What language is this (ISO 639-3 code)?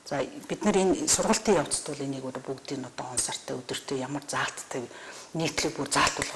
mon